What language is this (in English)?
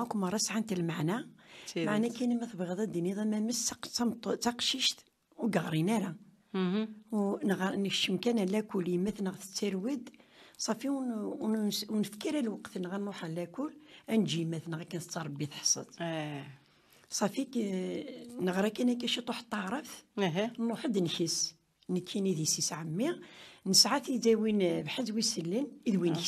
Kabyle